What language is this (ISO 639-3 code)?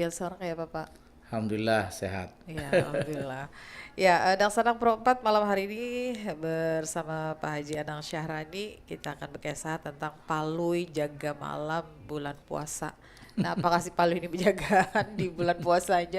bjn